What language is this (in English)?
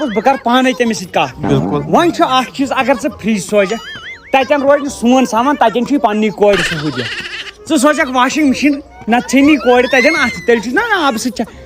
Kashmiri